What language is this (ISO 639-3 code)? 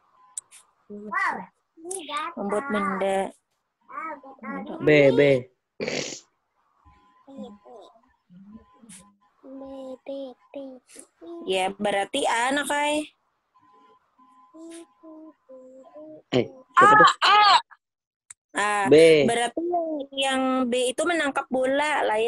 ind